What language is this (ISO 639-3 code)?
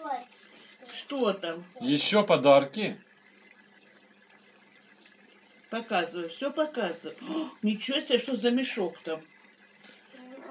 rus